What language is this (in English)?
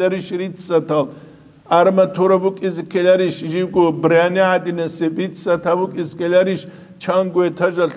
Avaric